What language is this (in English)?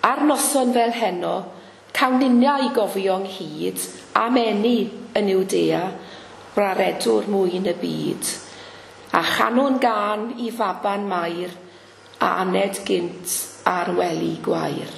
Welsh